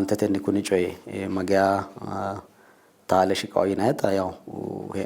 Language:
Sidamo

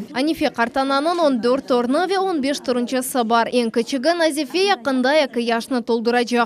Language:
Crimean Tatar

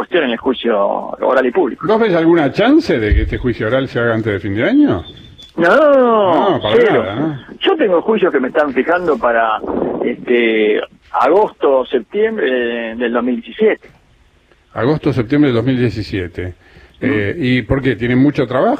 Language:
Spanish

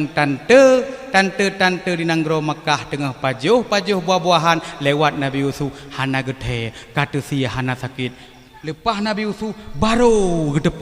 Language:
Achinese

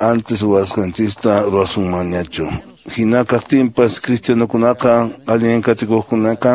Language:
Quechua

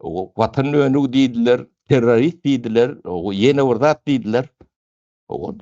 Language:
Turkmen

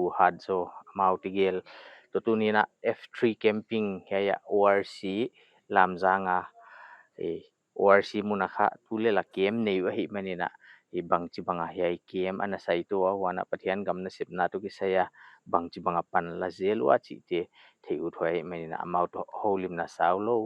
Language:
Paite Chin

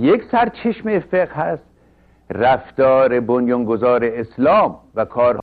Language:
Persian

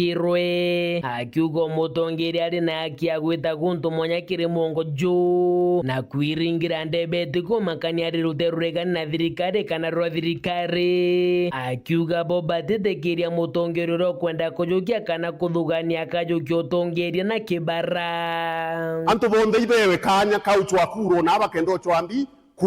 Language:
Meru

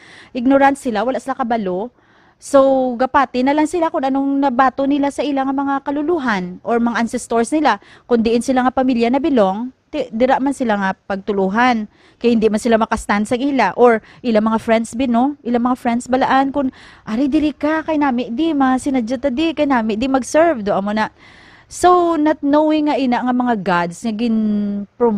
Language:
Hiligaynon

